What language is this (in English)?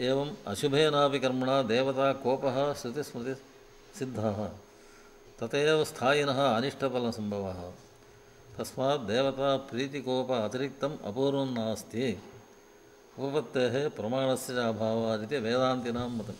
Sanskrit